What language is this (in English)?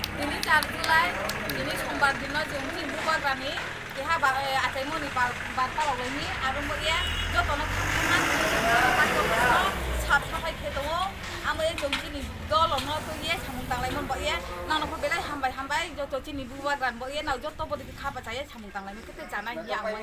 Kok Borok